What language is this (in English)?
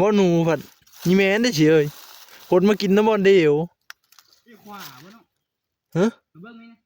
Northeastern Thai